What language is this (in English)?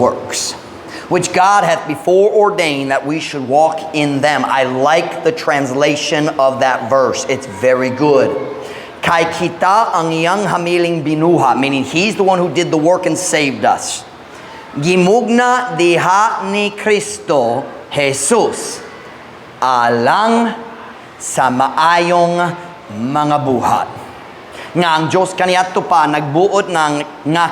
Cebuano